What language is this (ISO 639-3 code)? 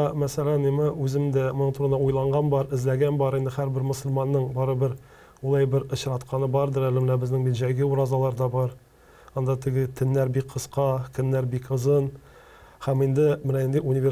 tat